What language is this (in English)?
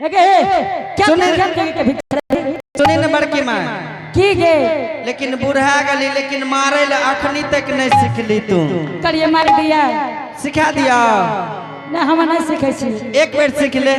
Angika